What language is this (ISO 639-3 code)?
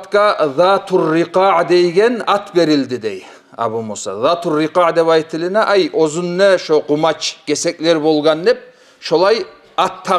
kum